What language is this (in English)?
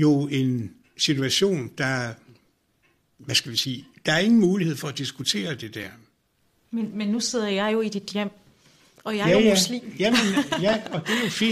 Danish